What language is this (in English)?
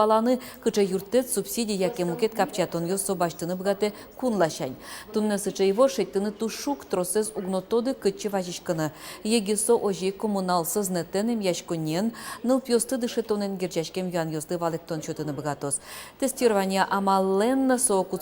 Udmurt